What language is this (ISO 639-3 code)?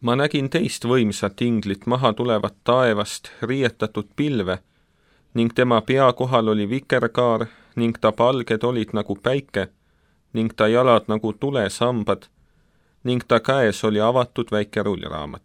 est